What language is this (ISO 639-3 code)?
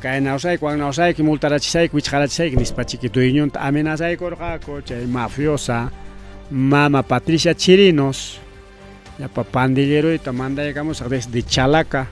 quy